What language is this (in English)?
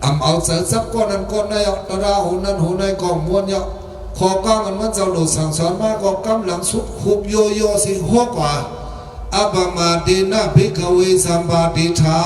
Shan